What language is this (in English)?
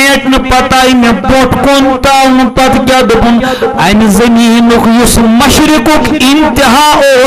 Kashmiri